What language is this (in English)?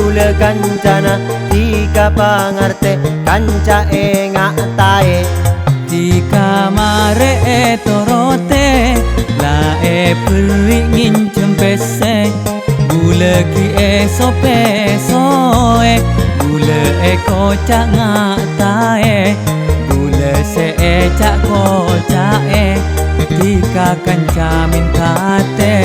Madurese